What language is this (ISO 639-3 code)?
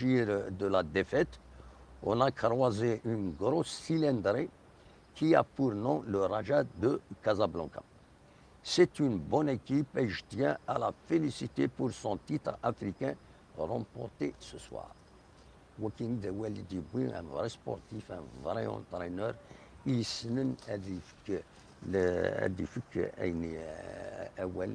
kab